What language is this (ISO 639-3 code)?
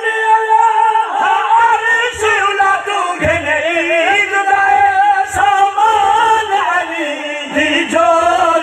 skr